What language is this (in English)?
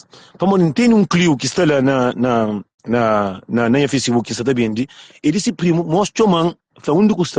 Kabuverdianu